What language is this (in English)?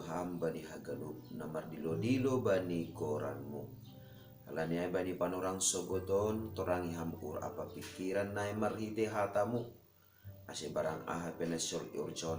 Batak Simalungun